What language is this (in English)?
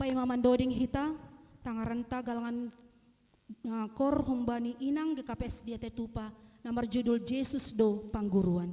Batak Simalungun